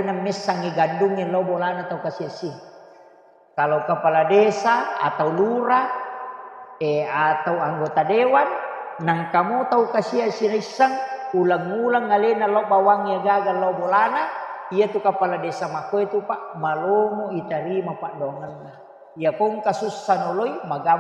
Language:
Buginese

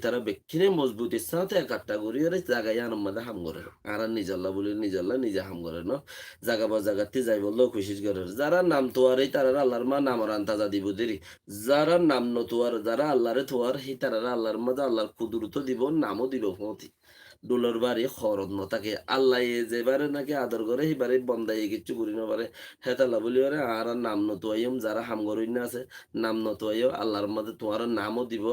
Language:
Rohingya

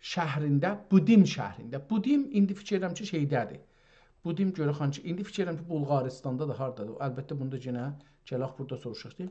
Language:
South Azerbaijani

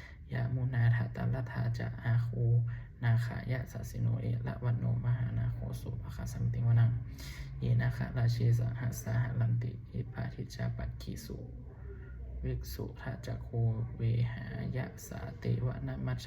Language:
Pali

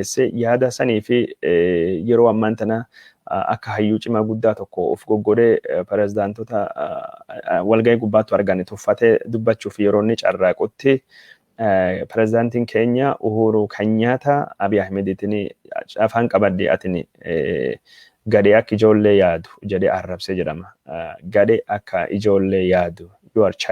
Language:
Oromo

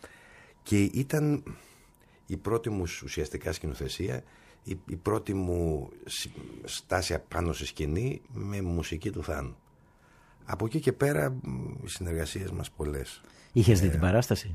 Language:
Greek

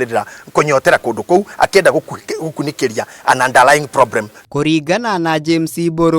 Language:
Kikuyu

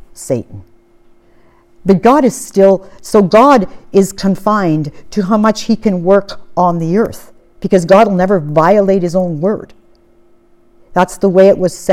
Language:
English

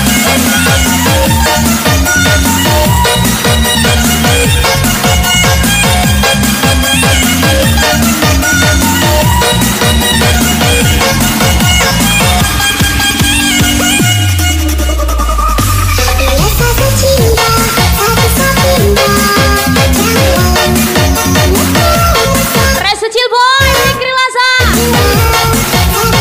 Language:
Indonesian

